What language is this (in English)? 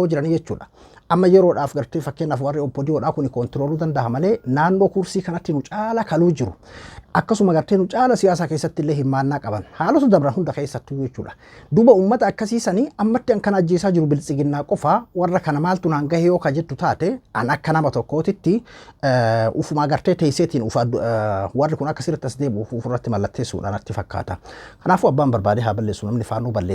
Oromo